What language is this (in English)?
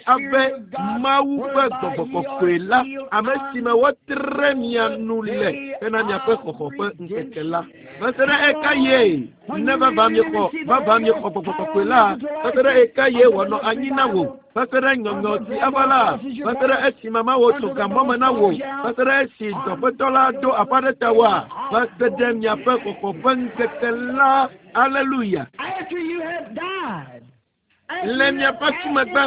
Ewe